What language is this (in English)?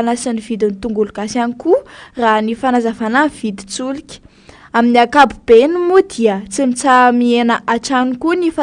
Malagasy